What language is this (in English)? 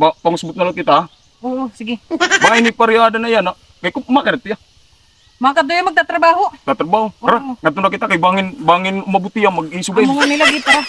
Waray